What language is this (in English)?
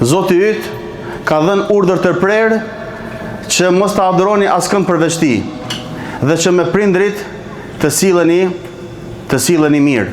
Albanian